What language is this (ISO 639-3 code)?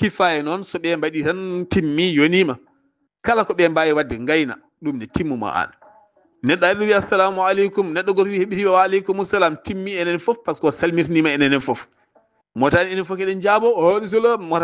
ful